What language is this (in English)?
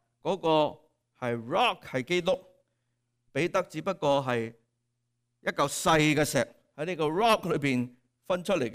Cantonese